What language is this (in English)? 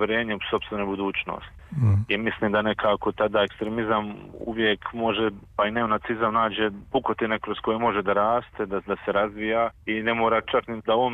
Serbian